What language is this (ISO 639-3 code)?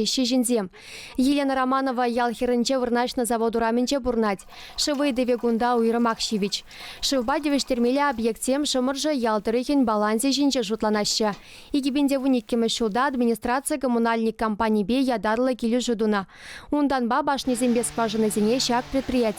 chv